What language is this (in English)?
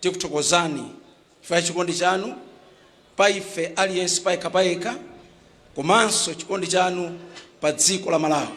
Nyanja